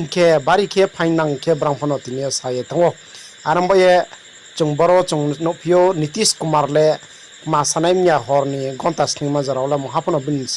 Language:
Riang (India)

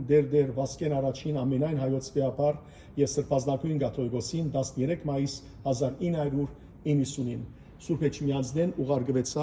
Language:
Western Armenian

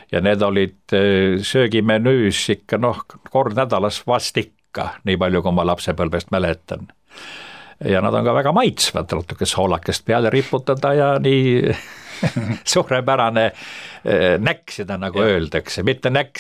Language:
Estonian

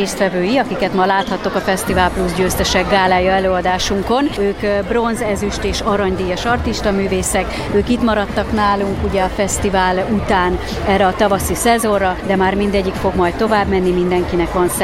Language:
Hungarian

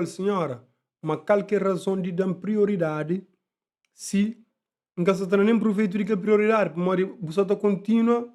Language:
Kabuverdianu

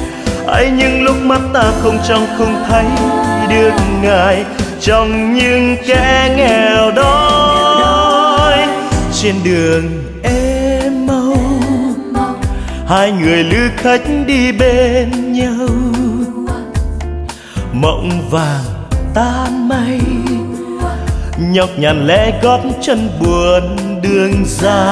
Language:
Vietnamese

